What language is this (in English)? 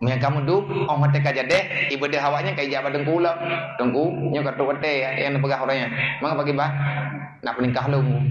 Achinese